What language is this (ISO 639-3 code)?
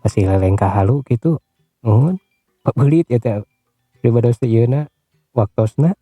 sun